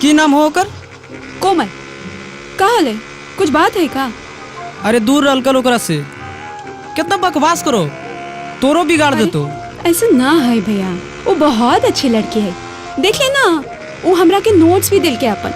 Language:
Magahi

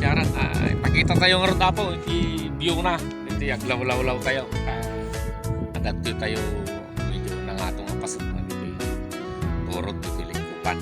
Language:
Iloko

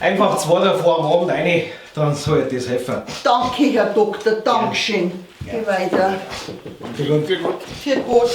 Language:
Bavarian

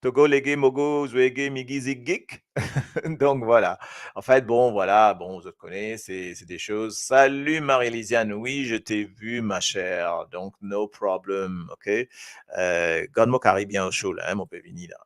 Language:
Morisyen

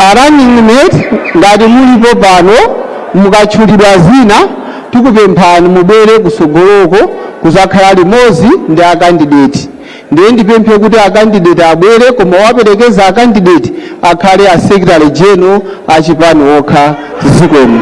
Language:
Nyanja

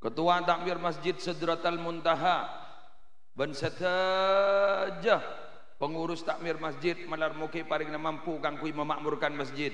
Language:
Madurese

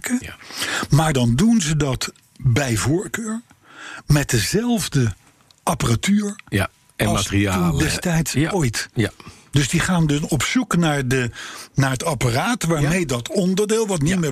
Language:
Dutch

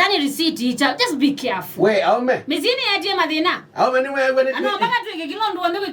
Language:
Kamba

